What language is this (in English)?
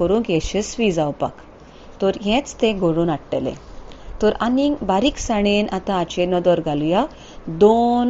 Konkani